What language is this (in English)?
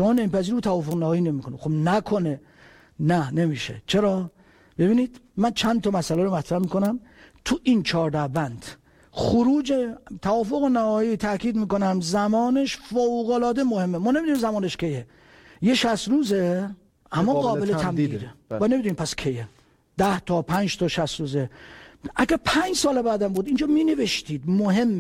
Persian